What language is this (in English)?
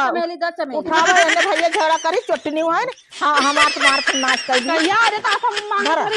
Awadhi